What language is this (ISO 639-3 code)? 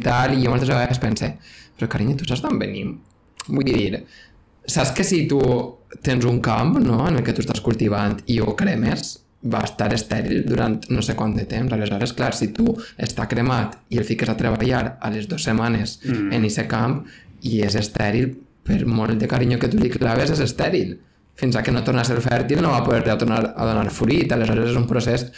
cat